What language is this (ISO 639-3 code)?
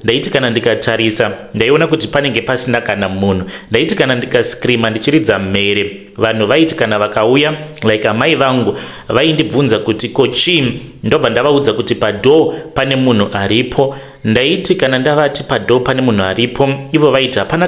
sna